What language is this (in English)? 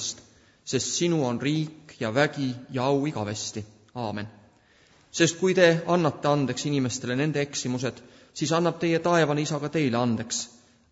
Estonian